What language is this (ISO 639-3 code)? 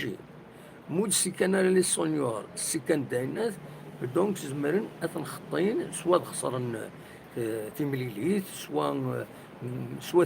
kab